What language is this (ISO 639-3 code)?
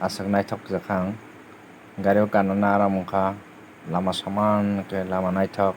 trp